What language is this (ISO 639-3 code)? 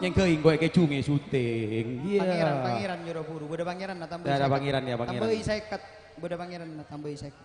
mad